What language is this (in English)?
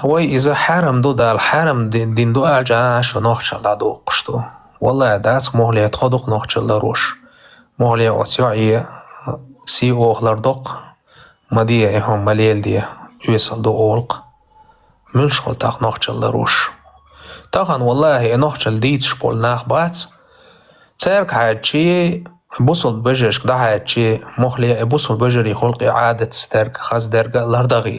Chechen